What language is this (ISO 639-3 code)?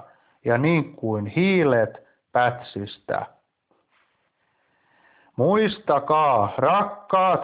fin